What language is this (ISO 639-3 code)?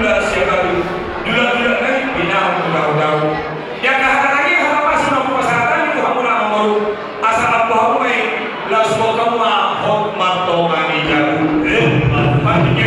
bbc